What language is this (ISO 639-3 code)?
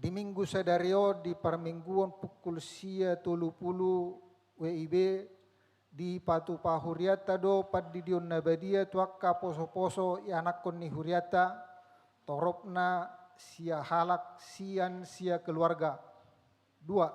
bbc